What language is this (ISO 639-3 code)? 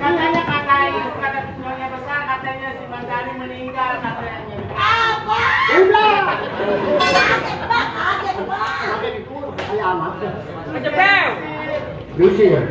bew